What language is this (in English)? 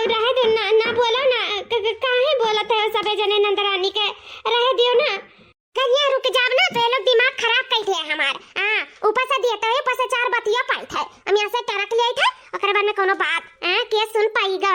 Awadhi